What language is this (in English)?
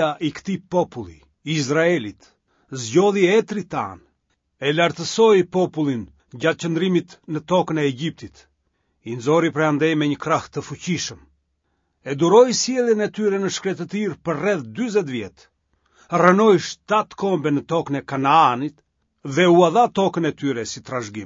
Albanian